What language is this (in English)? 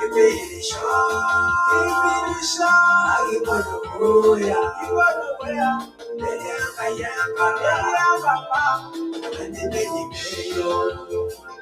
Masai